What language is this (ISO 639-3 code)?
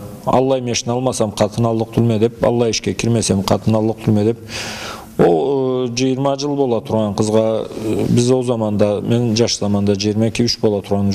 krc